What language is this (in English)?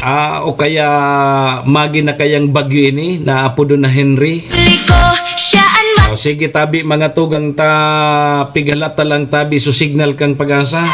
Bikol